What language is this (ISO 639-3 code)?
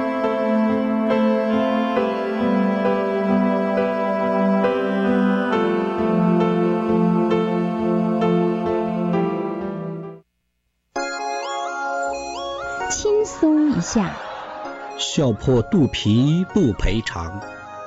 zho